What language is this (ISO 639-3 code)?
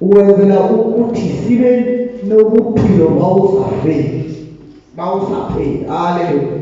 ven